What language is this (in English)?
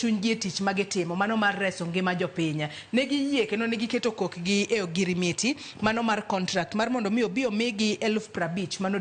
Luo (Kenya and Tanzania)